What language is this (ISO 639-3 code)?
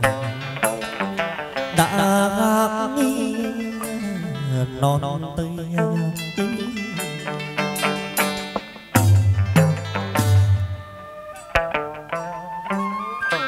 vie